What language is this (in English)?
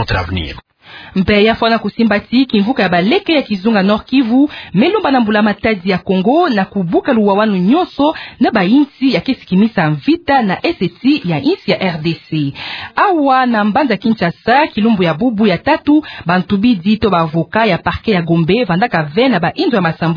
Kituba (Democratic Republic of Congo)